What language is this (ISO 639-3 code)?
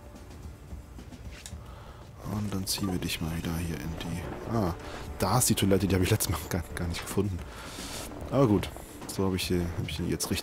deu